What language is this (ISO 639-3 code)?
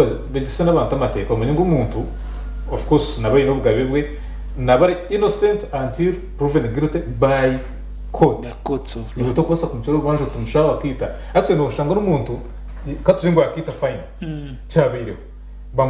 nyn